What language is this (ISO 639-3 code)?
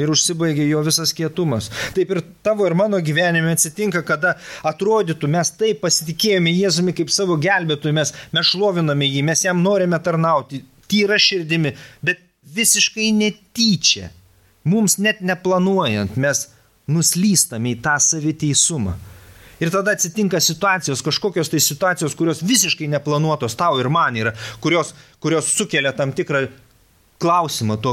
lit